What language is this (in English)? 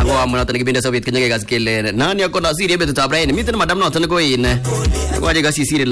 Swahili